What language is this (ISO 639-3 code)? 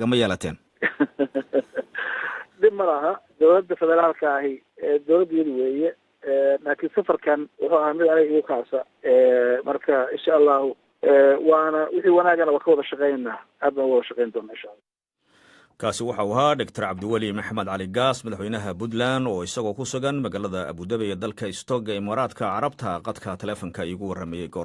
som